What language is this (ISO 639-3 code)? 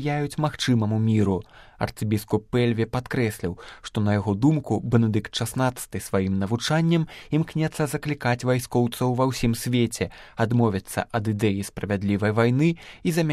bel